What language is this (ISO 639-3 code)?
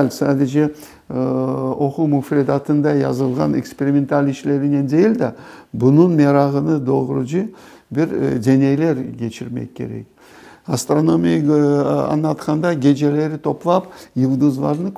crh